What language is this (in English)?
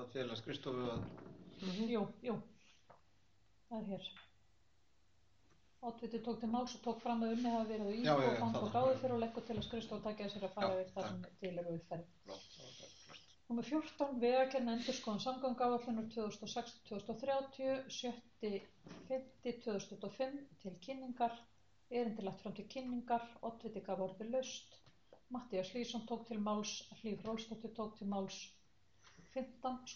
Icelandic